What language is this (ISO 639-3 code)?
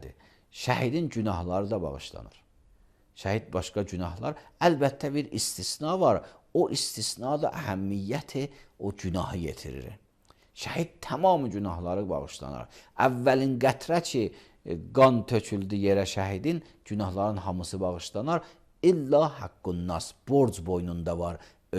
aze